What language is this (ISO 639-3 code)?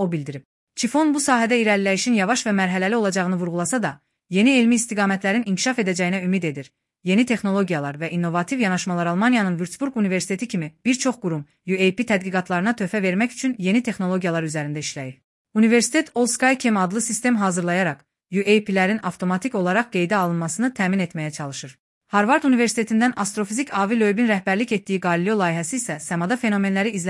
aze